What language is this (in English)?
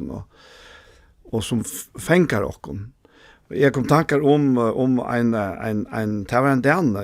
Faroese